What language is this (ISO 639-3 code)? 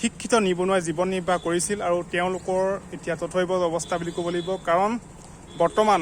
asm